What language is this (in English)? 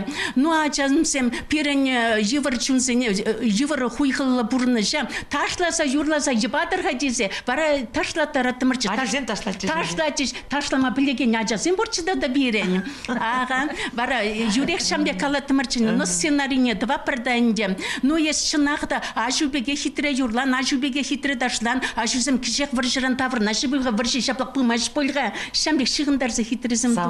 Chuvash